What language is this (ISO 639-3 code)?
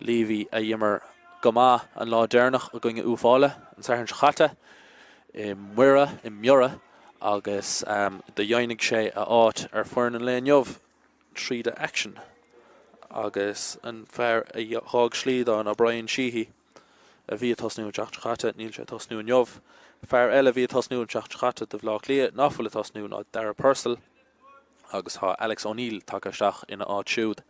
gle